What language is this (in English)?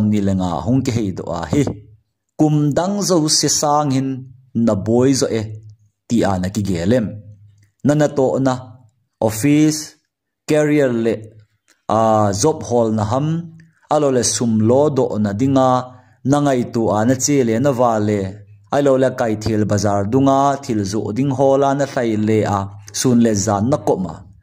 Thado Chin